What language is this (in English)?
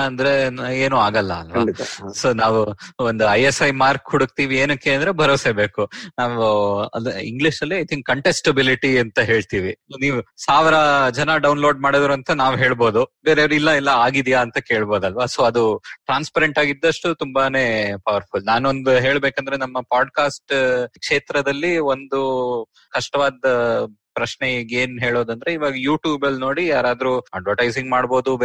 Kannada